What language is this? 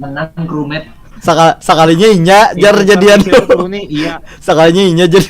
Banjar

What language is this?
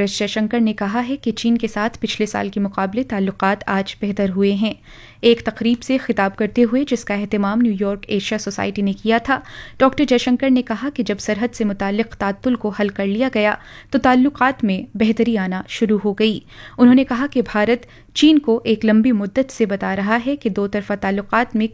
Urdu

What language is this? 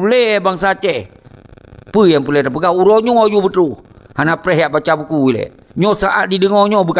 Achinese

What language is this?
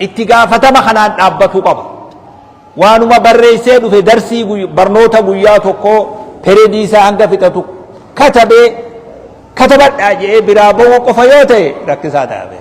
Oromo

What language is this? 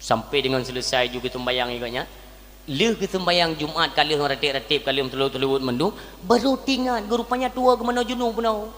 Achinese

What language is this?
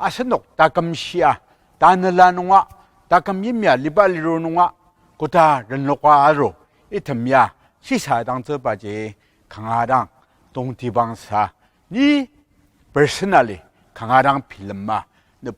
Ao Naga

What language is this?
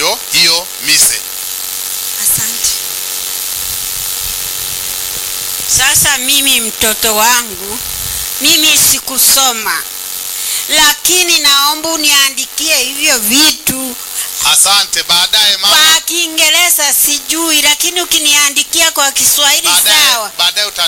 Swahili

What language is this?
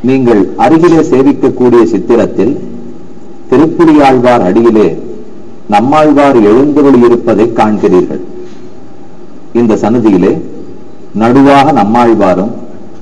Tamil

